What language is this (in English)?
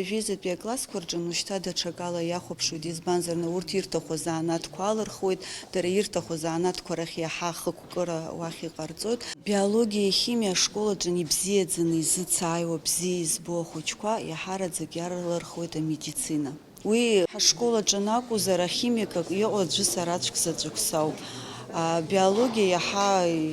Abkhazian